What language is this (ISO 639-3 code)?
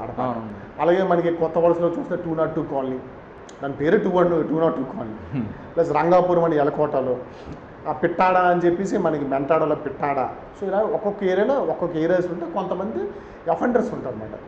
tel